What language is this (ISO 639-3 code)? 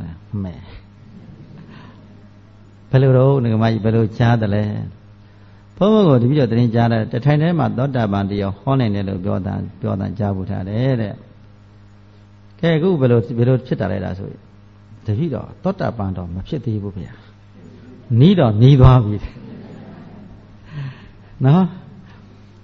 mya